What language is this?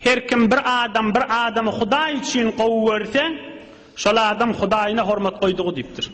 Turkmen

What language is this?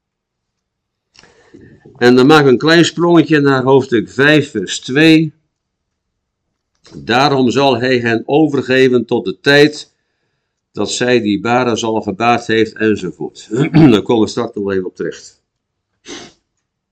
Dutch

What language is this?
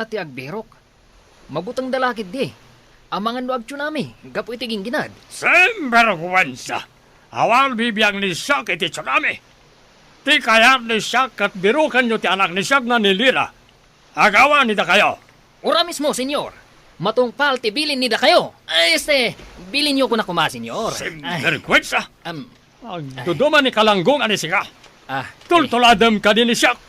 Iloko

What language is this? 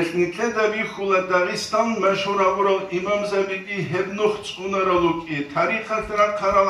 Avaric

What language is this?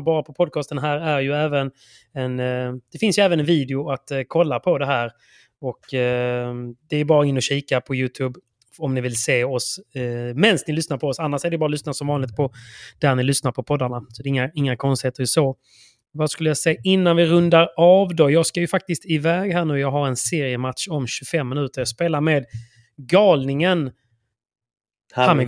Swedish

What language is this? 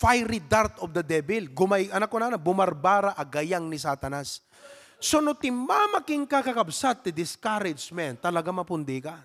Iloko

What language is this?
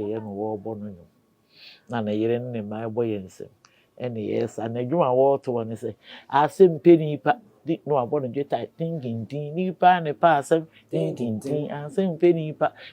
Akan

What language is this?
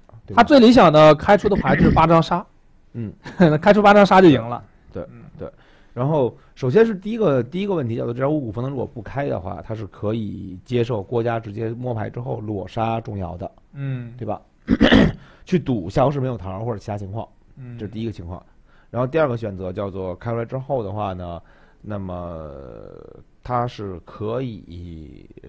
Chinese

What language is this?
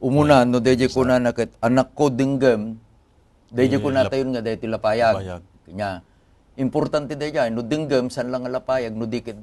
Iloko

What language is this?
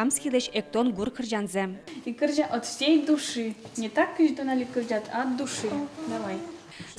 Udmurt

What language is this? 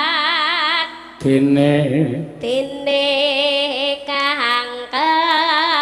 Javanese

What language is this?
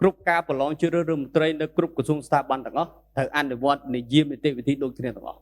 Khmer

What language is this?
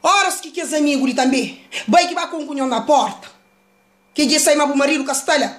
Kabuverdianu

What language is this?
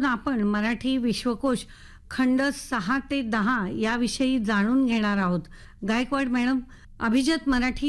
Marathi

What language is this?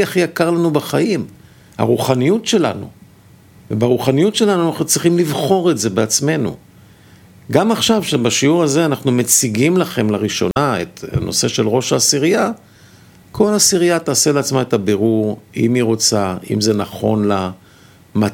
Hebrew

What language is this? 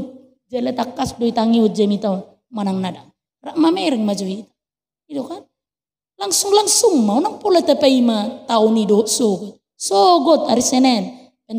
Batak Toba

